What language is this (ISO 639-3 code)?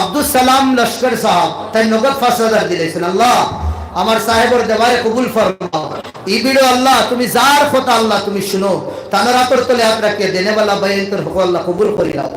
syl